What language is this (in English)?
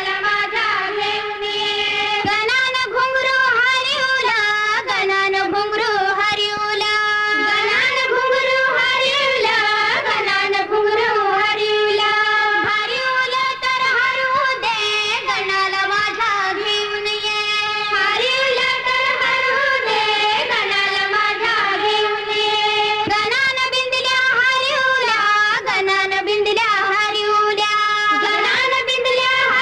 Marathi